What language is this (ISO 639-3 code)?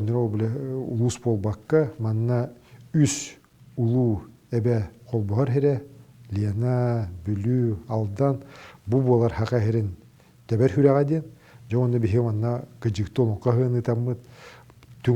sah